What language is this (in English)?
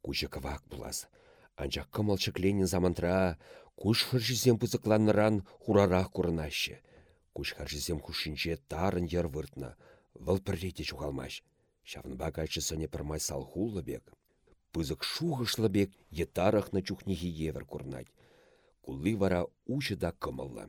Chuvash